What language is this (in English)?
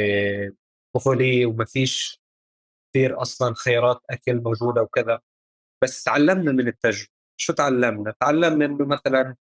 North Levantine Arabic